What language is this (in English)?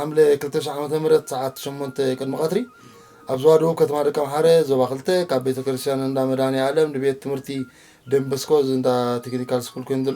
Tigrinya